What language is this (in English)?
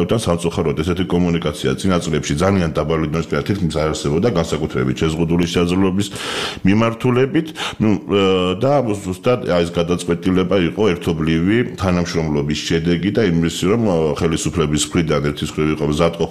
Georgian